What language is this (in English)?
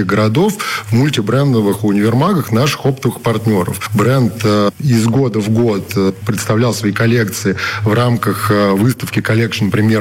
Russian